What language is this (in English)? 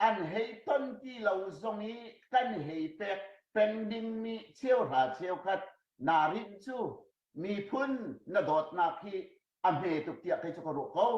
Hakha Chin